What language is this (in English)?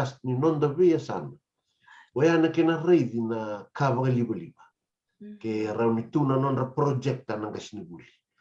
Fijian